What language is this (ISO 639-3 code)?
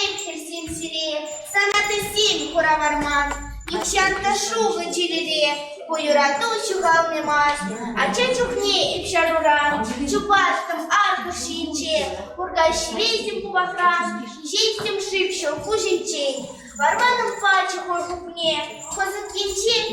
chv